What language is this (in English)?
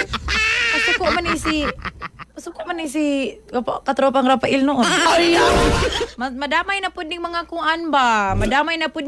Cebuano